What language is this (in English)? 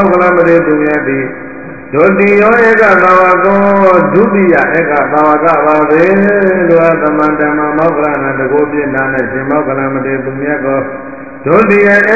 Burmese